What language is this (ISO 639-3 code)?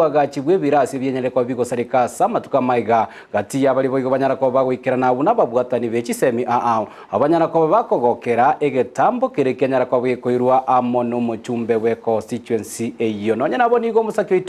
guz